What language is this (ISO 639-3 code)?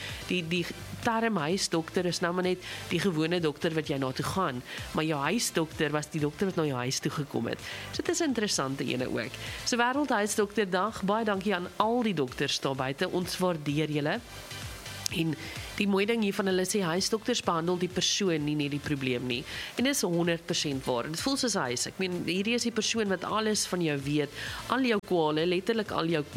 afr